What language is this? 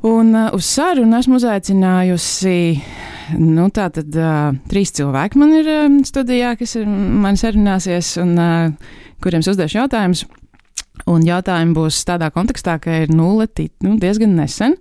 Latvian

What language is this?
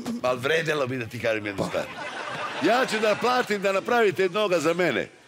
Serbian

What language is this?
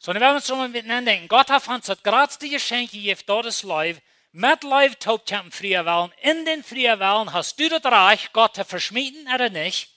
Plautdietsch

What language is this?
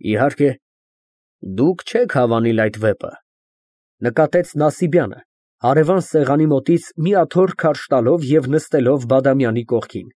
Armenian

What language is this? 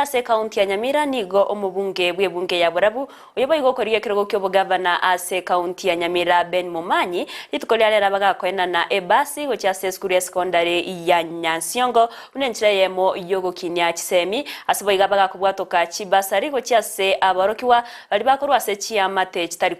Gusii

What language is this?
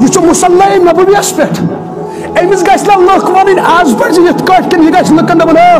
Kashmiri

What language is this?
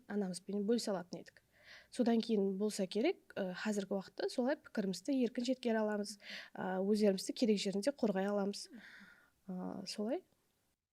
Kara-Kalpak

